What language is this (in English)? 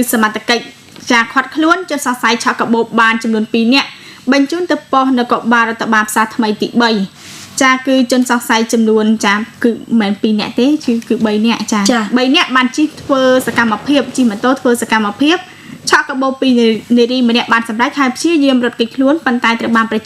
Khmer